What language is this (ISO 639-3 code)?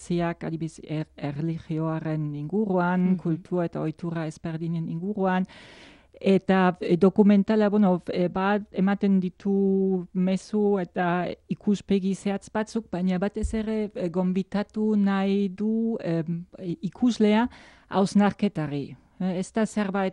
eus